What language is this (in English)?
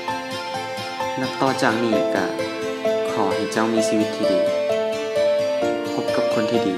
Lao